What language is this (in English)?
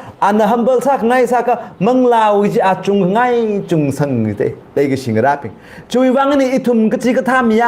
Tangkhul Naga (India)